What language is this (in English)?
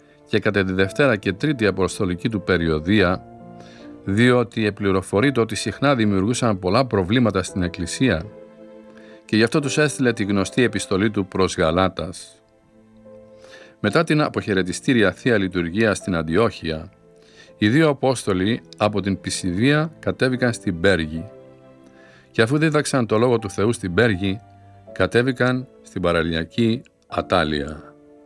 Greek